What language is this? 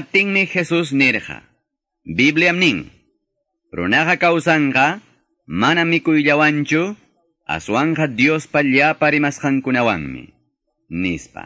Quechua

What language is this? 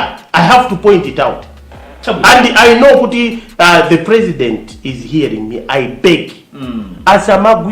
Nyanja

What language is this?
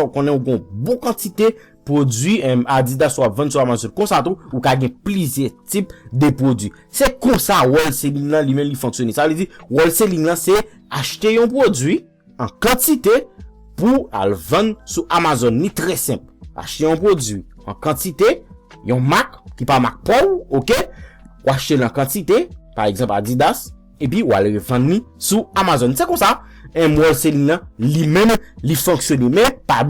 Haitian Creole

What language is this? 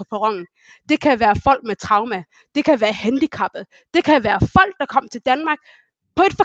Danish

